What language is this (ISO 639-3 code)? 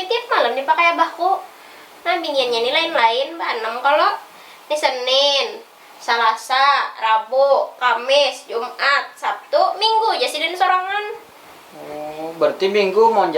bjn